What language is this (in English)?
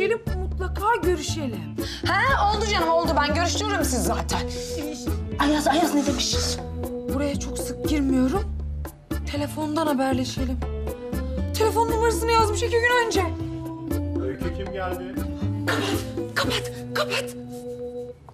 Turkish